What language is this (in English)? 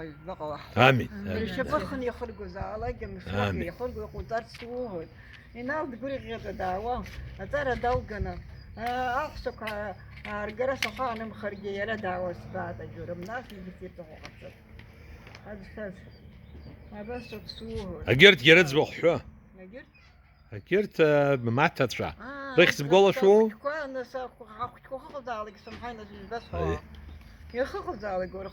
Abkhazian